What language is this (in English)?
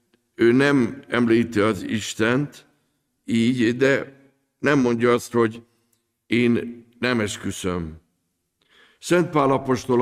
Hungarian